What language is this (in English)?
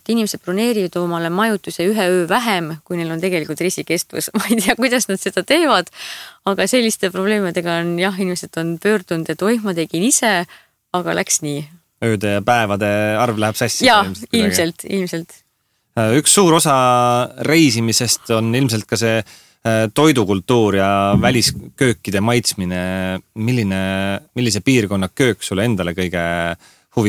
Estonian